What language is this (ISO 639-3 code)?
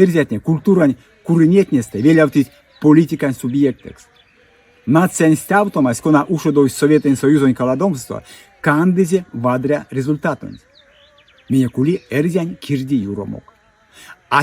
myv